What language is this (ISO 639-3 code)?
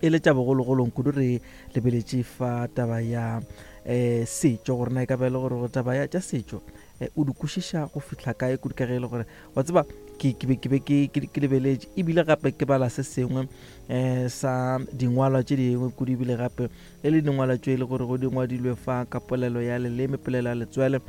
nso